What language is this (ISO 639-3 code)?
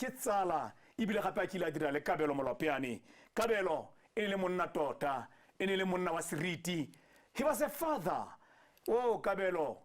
tsn